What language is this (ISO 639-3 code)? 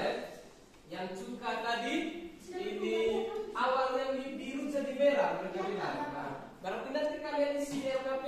ind